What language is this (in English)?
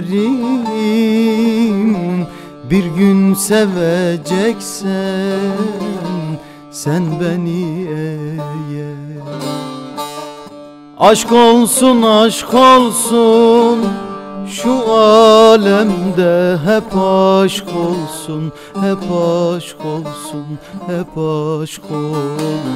Turkish